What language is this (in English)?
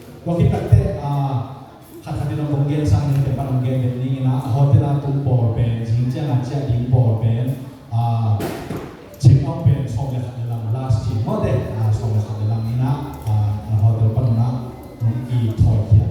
Tedim Chin